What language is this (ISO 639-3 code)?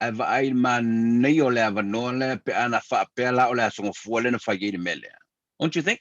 smo